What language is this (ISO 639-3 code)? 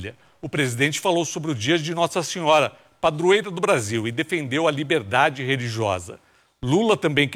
por